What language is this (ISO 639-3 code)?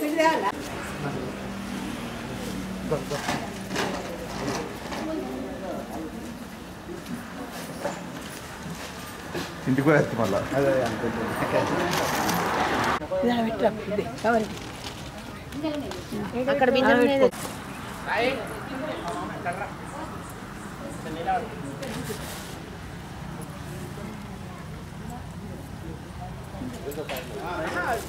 tel